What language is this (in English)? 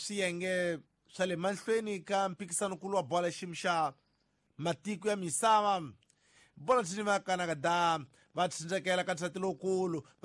Tsonga